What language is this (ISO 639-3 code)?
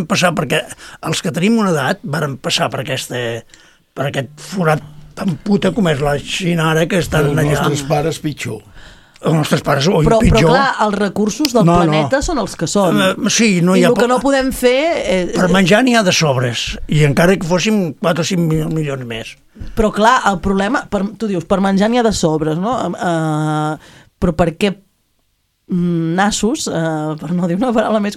cat